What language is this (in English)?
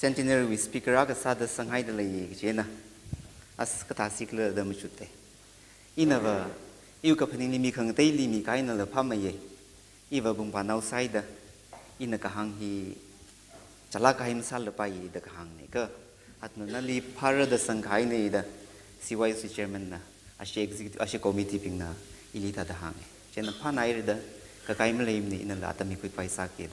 Tangkhul Naga (India)